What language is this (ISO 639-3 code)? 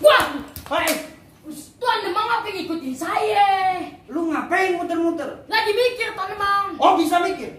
bew